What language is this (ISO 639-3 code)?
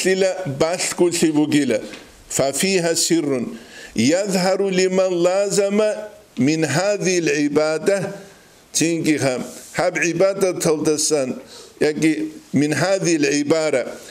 ava